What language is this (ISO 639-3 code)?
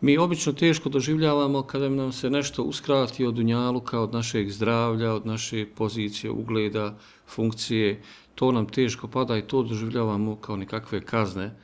bos